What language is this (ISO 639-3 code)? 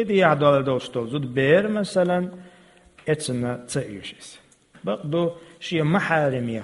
che